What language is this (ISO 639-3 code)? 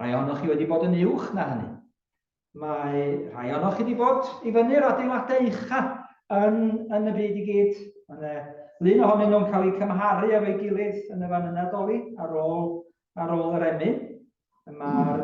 cym